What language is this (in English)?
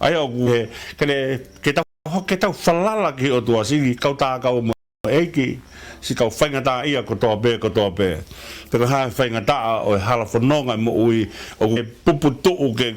Tongan